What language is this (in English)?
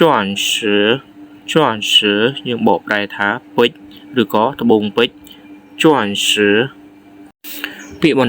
Khmer